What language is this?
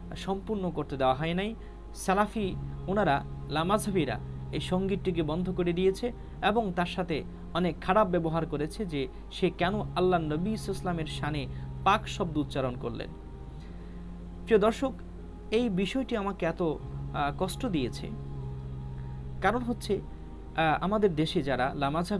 Bangla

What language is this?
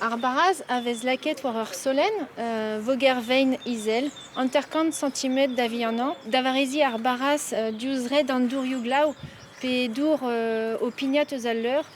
Breton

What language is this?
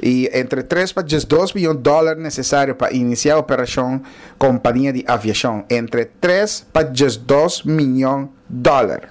Papiamento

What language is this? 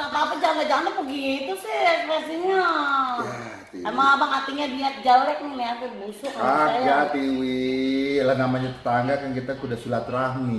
Betawi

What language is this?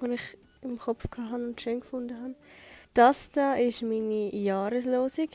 Swiss German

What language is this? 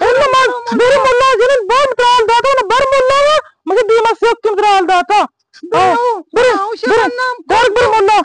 Eastern Balochi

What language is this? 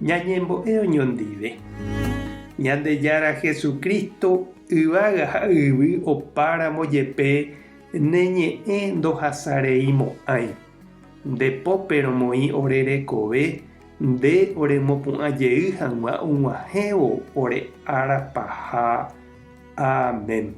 Guarani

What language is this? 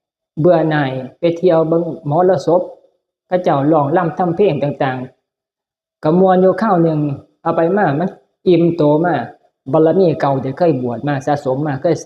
Northeastern Thai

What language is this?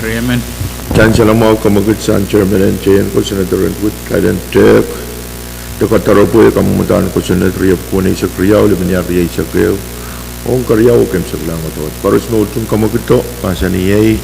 Pohnpeian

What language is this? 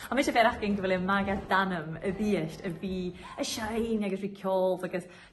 Scottish Gaelic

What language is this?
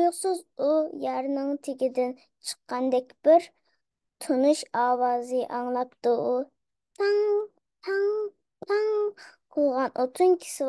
Uyghur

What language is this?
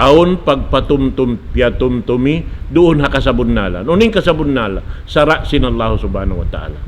Tausug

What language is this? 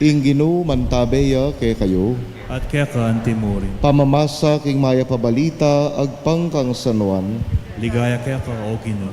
Pampanga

